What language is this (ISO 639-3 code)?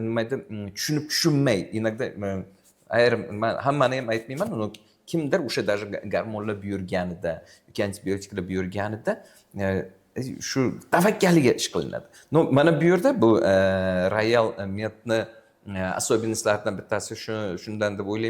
uzb